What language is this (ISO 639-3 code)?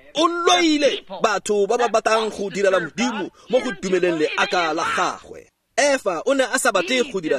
tsn